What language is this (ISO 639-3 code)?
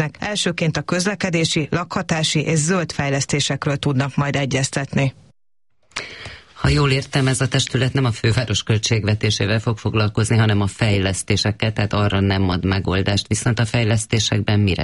hun